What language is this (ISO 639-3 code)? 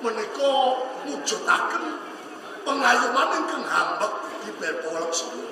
jav